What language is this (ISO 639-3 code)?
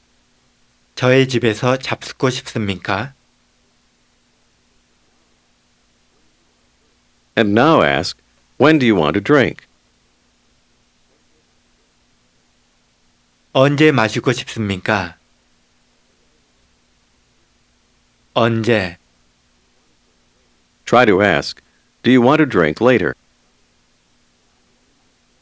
kor